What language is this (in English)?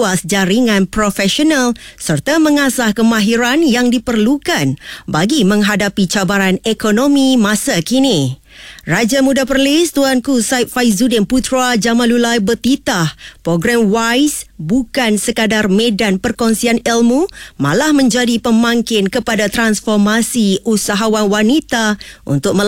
Malay